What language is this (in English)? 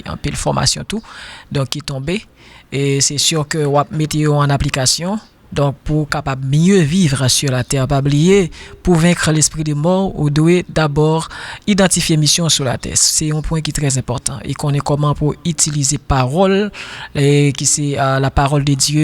Haitian Creole